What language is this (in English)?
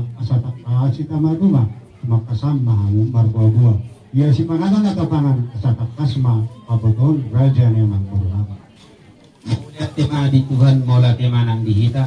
Batak Toba